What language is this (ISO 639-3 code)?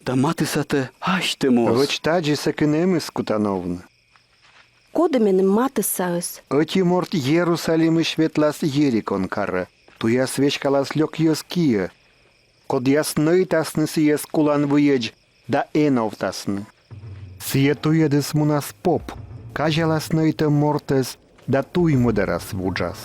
kom